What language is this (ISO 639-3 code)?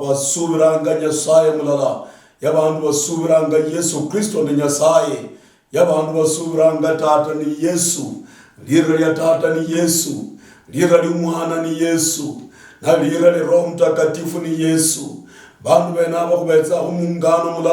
luy